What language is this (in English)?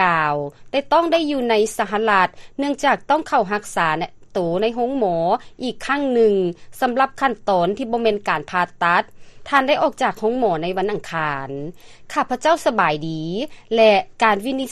Lao